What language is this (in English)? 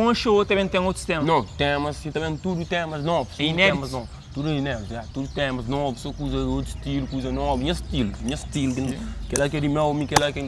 Kabuverdianu